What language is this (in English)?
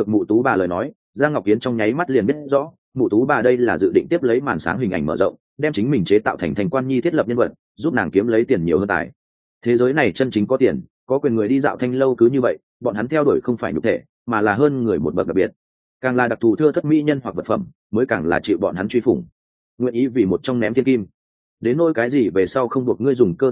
Vietnamese